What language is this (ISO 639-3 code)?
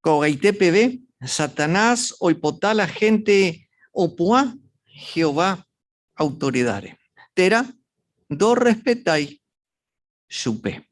grn